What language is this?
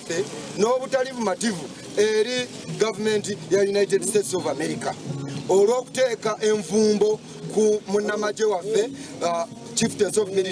Nyankole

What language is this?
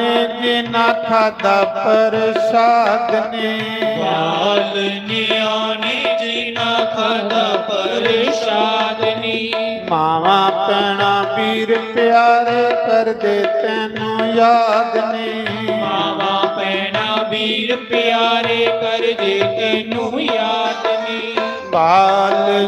Dogri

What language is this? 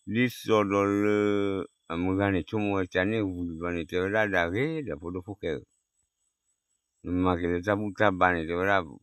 S'gaw Karen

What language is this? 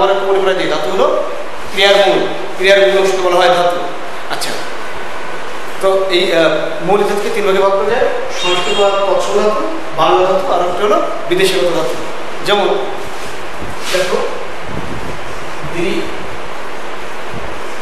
Bangla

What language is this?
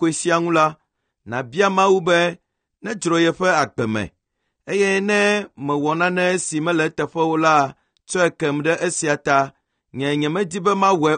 Ewe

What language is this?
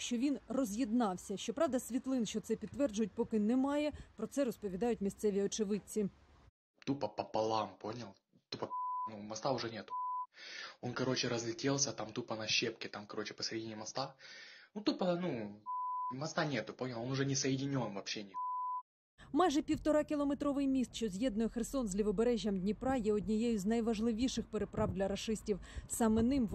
Ukrainian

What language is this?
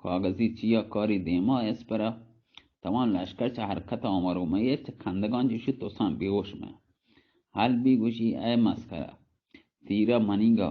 Baluchi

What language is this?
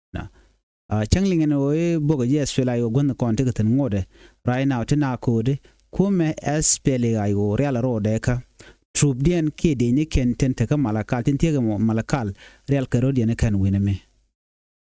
Nuer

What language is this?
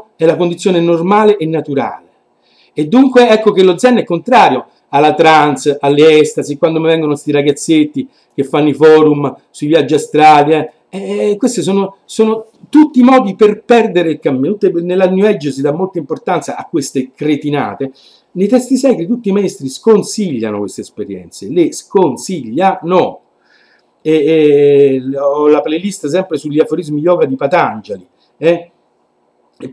Italian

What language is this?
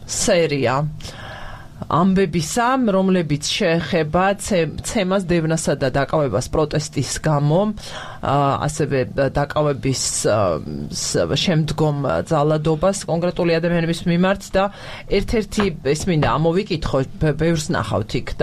Georgian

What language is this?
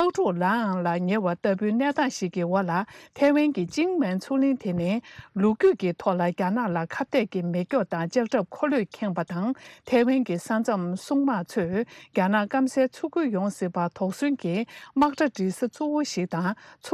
Tibetan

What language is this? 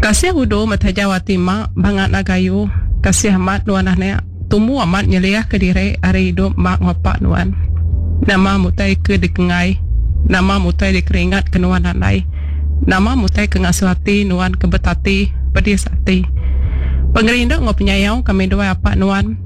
Iban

